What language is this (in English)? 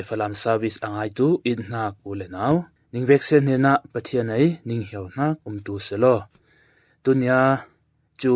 Falam Chin